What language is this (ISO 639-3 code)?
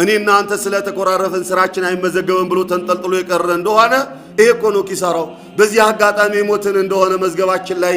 amh